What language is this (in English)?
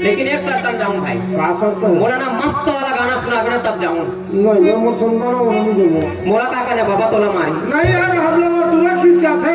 Chhattisgarhi